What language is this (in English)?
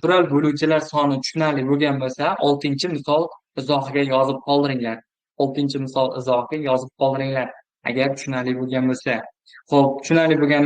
Uzbek